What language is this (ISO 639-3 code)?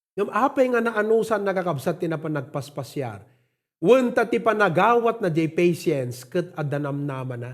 ilo